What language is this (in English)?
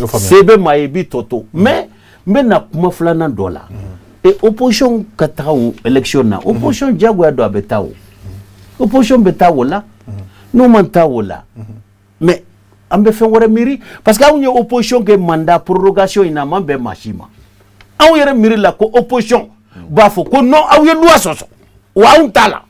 Bambara